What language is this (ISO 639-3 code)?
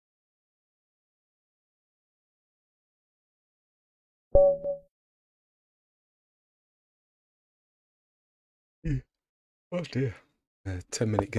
eng